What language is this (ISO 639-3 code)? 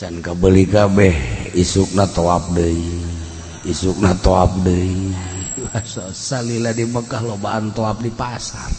sun